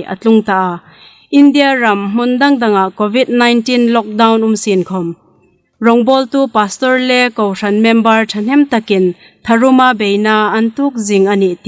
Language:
Hmar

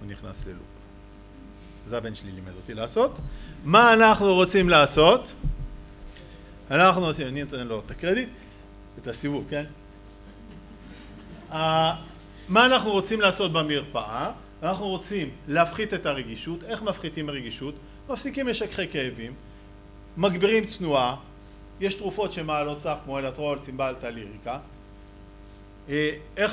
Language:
Hebrew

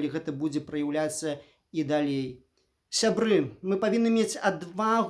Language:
Belarusian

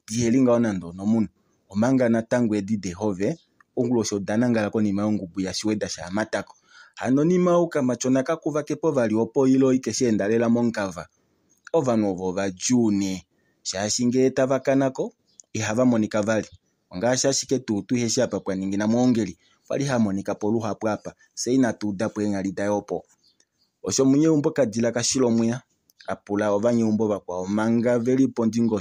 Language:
Kuanyama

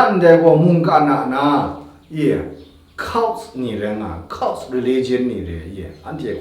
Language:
Kachin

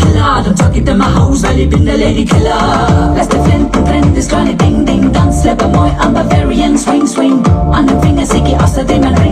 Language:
Bavarian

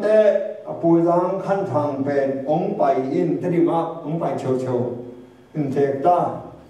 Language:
Tedim Chin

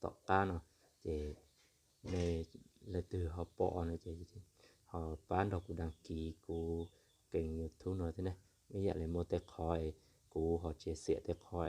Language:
Hmong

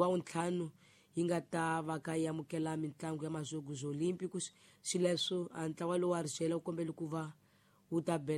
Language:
Tsonga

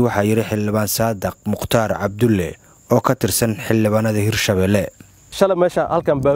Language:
Somali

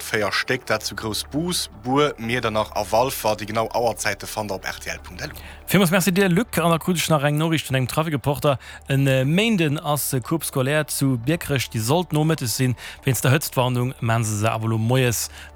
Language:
Luxembourgish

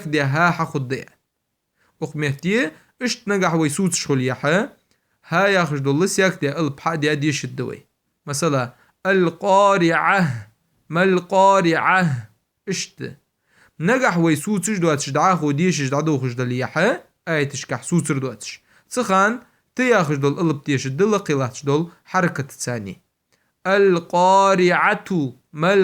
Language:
Ingush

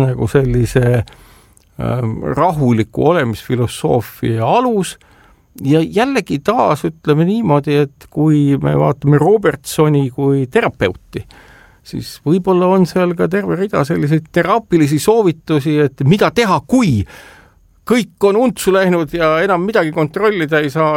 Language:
Estonian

